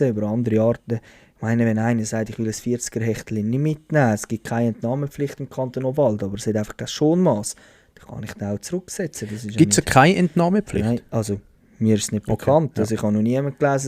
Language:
Swiss German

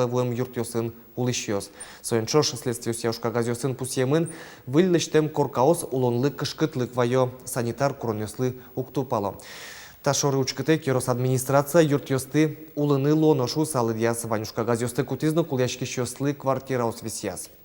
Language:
Udmurt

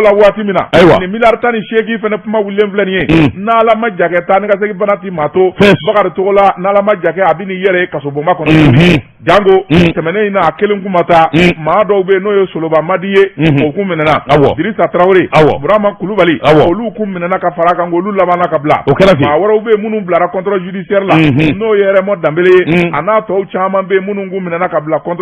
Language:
Bambara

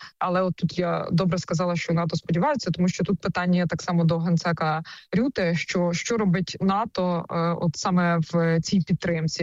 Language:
Ukrainian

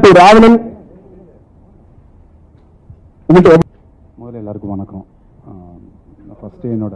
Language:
Tamil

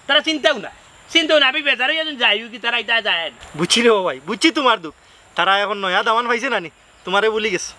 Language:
Sylheti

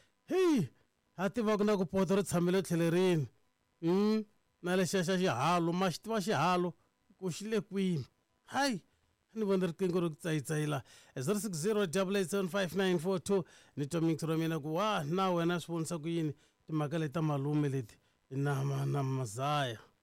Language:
Tsonga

